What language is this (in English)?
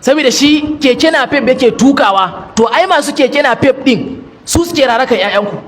Hausa